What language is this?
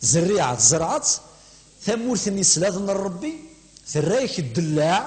Kabyle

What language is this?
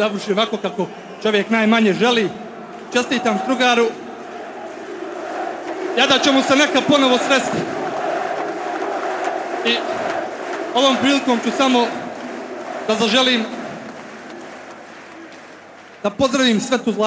Serbian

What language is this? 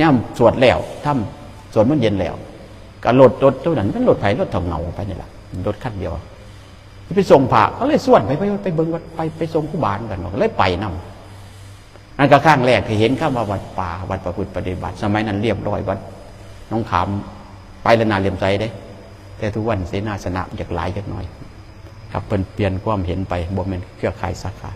Northeastern Thai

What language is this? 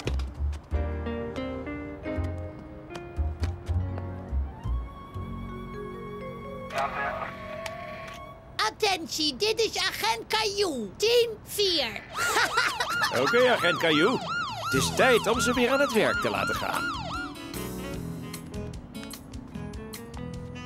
Dutch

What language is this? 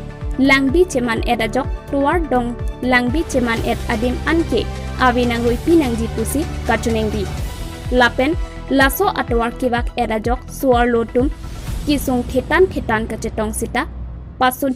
Karbi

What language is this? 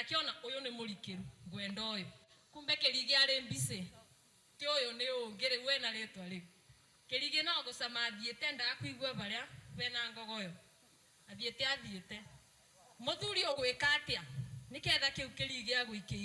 Kikuyu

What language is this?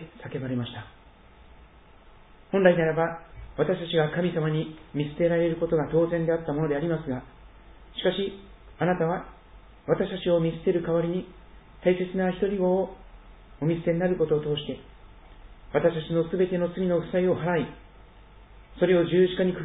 Japanese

